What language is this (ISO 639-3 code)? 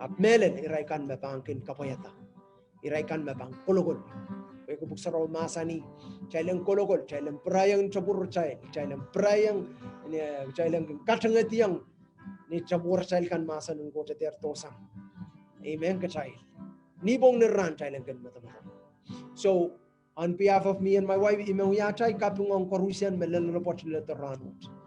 pon